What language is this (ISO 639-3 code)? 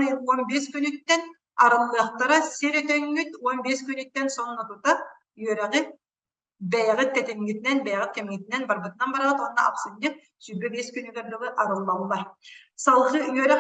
sah